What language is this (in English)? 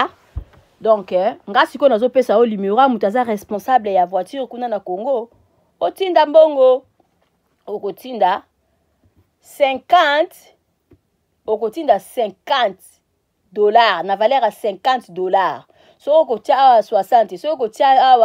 Lingala